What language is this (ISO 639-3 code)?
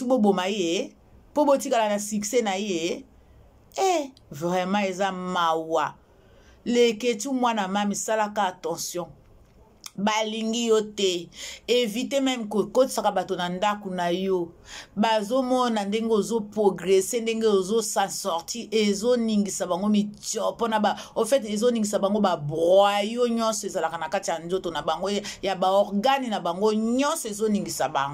lin